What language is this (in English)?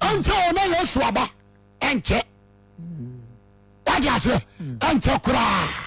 Akan